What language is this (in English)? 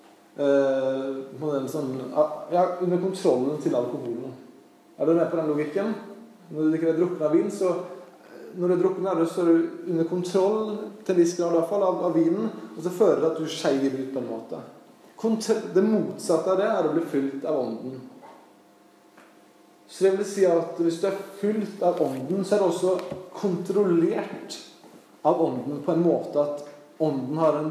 Norwegian